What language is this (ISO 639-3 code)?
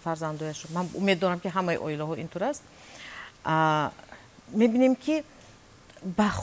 tgk